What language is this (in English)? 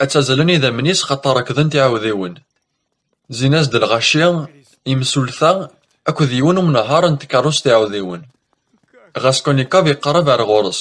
Kabyle